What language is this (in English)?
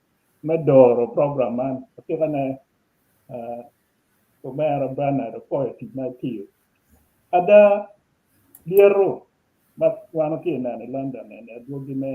Acoli